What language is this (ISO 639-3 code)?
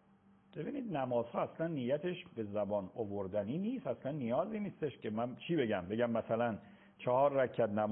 fas